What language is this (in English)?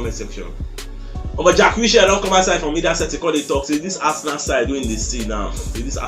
Nigerian Pidgin